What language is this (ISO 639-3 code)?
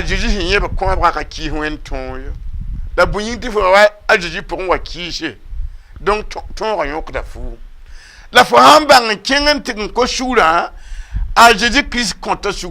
mos